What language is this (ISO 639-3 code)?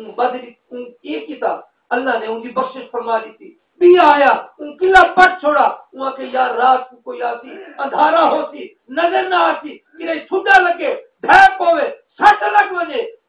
skr